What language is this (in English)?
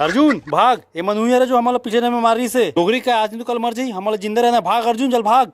Chhattisgarhi